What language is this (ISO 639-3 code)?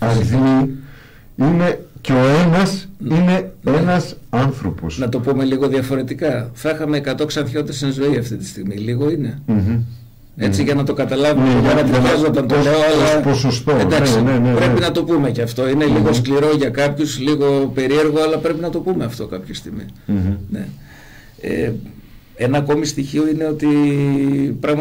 ell